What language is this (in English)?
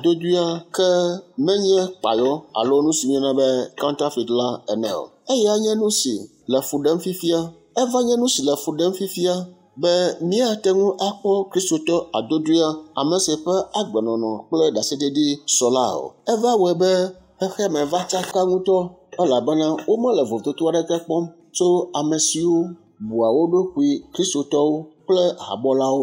Ewe